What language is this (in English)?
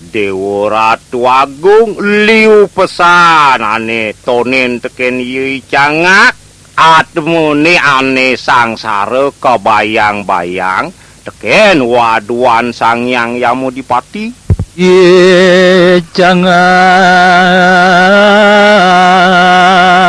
Balinese